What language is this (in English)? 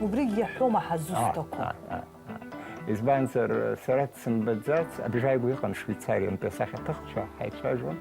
Abkhazian